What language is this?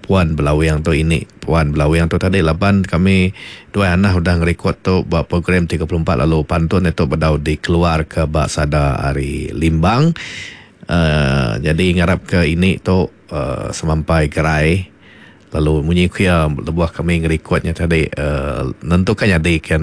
Iban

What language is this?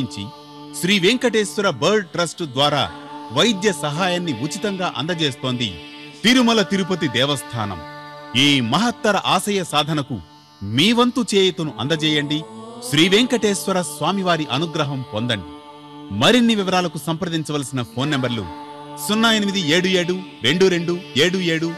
Telugu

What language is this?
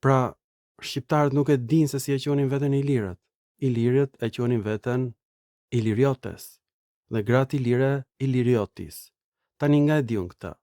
Albanian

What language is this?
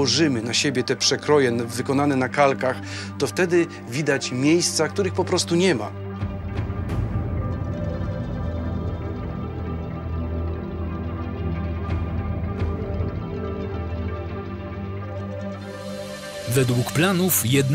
Polish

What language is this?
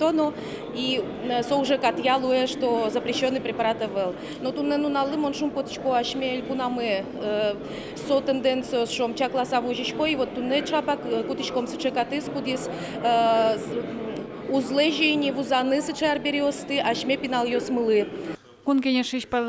Udmurt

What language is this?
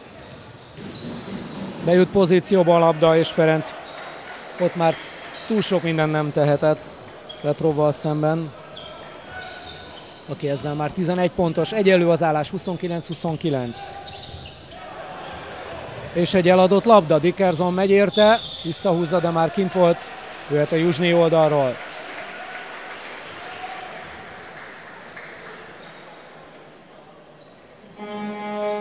Hungarian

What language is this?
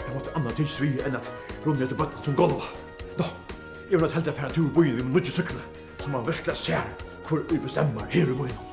Faroese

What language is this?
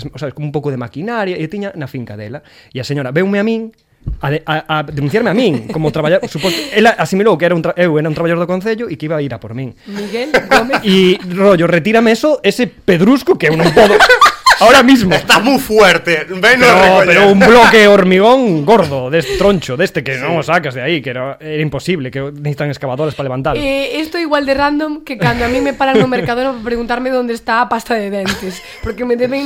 Galician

